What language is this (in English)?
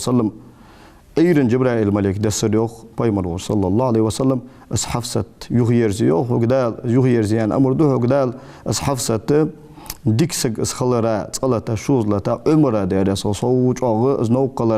Ingush